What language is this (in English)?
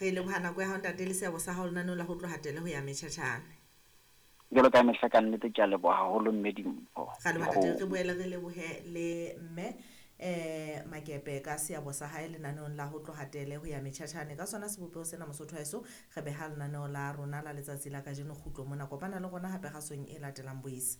Southern Sotho